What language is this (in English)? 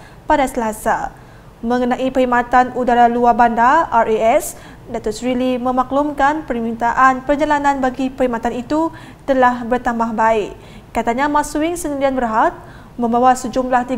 Malay